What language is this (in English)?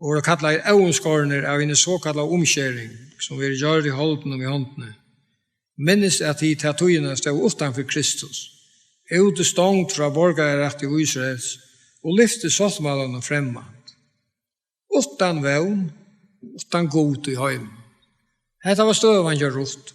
Faroese